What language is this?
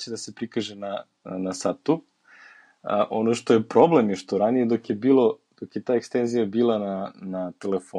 Serbian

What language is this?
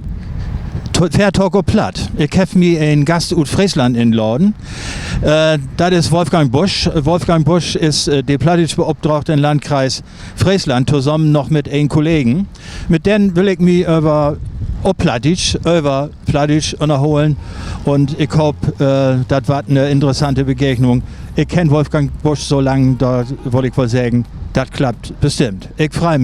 Low German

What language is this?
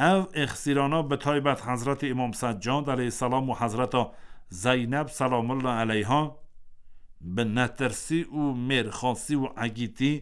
Kurdish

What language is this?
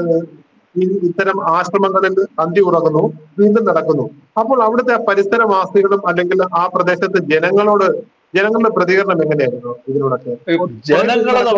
Malayalam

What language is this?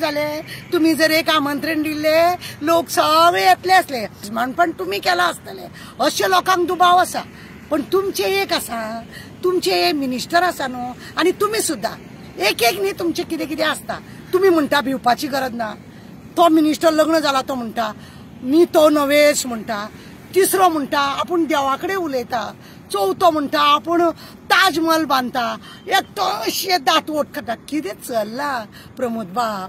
Konkani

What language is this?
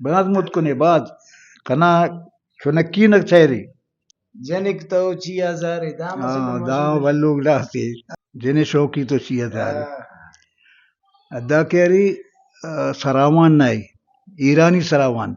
Brahui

